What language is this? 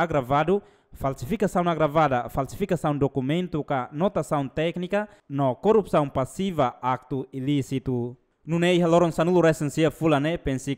Tetum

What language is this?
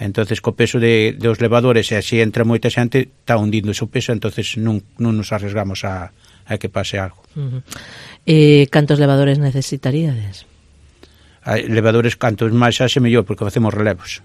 Galician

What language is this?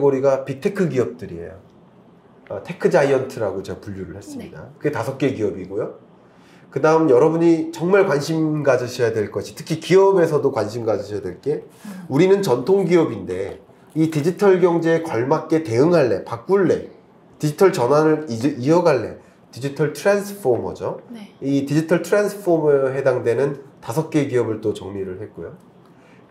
Korean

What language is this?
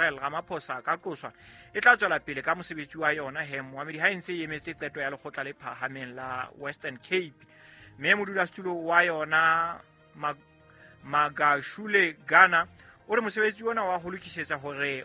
Southern Sotho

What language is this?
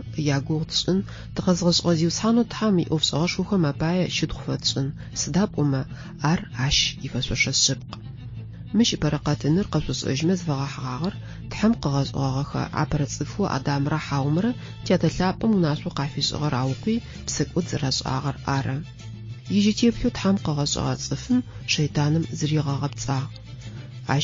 Adyghe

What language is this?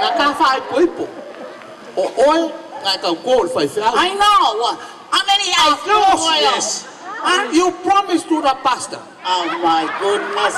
Samoan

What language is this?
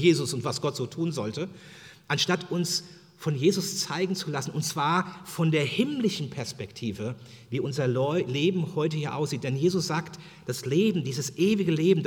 German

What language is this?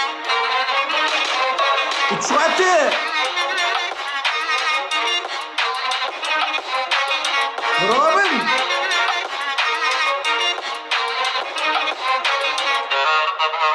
Turkish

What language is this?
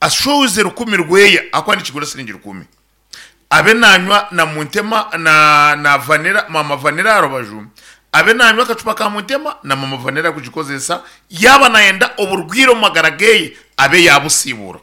Nyankole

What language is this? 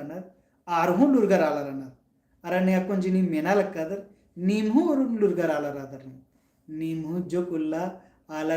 Kurukh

